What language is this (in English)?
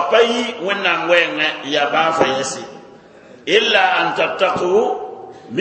Mossi